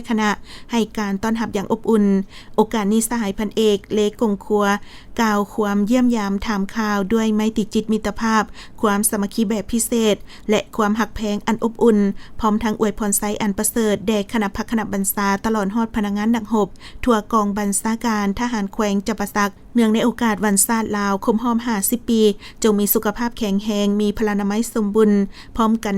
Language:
Lao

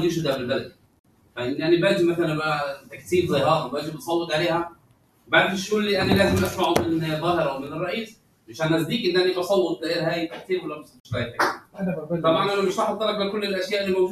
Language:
North Levantine Arabic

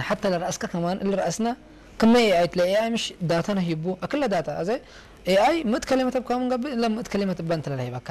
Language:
Tigrinya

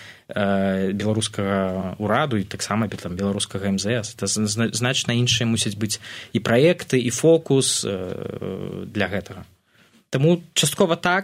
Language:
Belarusian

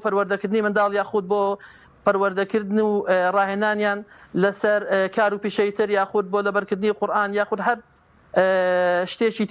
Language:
Central Kurdish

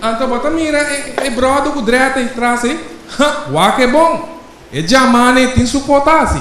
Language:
Papiamento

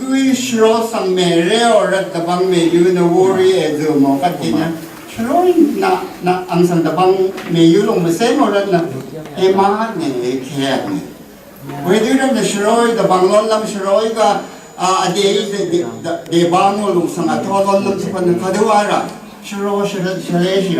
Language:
Rawang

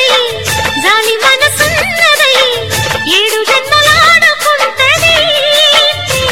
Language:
Telugu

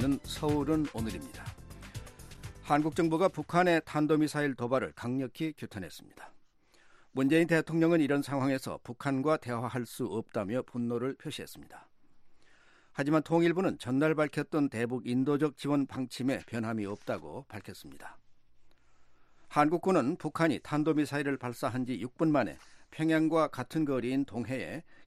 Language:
Korean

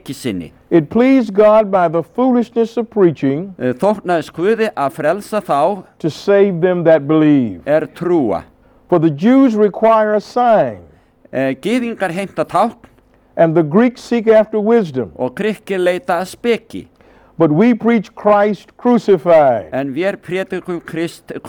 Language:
Icelandic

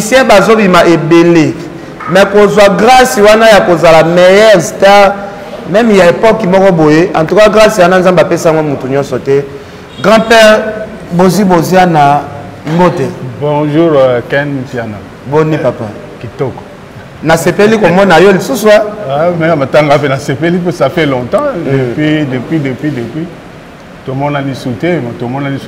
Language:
Lingala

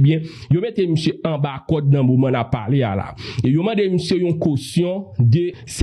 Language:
Haitian Creole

